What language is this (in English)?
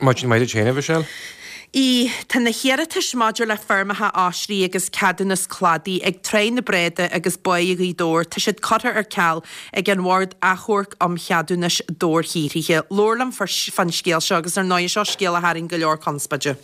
Irish